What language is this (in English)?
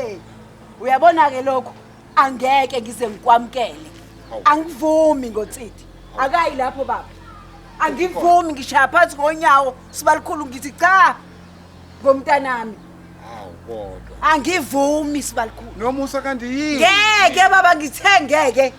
Zulu